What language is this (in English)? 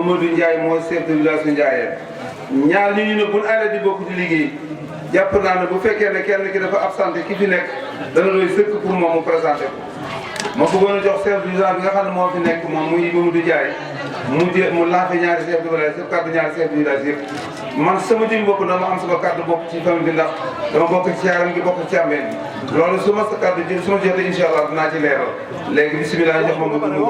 Wolof